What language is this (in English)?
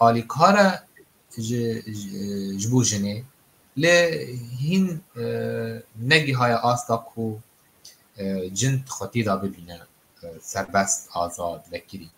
Kurdish